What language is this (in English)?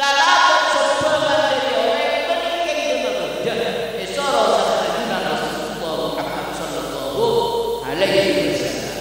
Madurese